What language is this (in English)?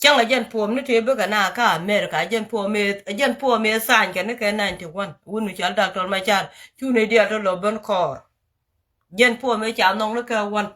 Nuer